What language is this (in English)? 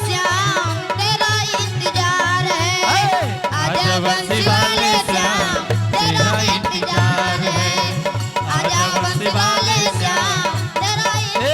Angika